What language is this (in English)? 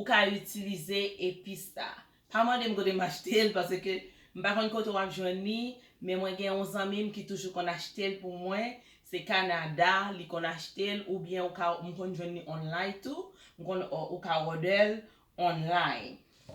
Haitian Creole